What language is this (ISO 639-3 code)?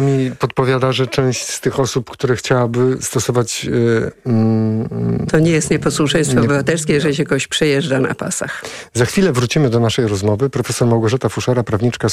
pol